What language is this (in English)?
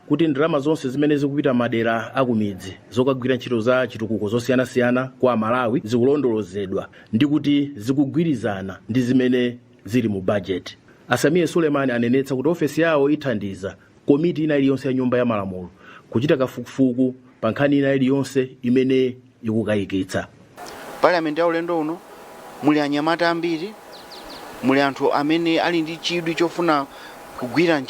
Nyanja